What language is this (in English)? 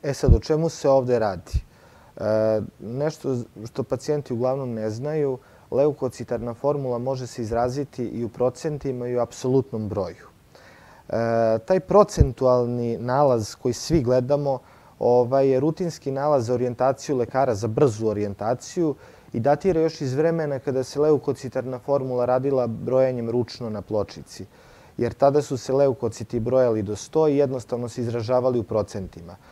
Serbian